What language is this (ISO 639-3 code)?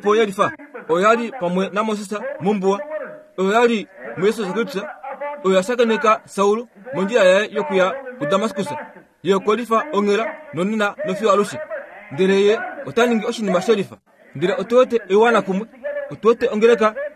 kua